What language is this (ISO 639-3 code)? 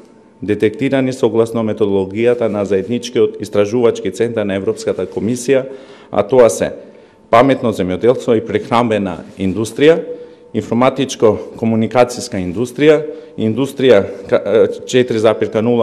mkd